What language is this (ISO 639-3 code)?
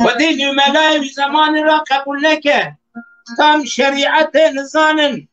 kur